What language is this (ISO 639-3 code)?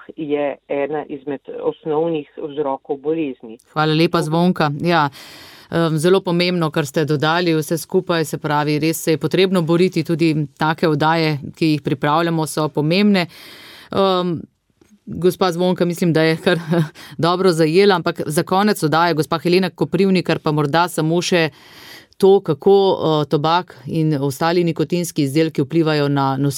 slv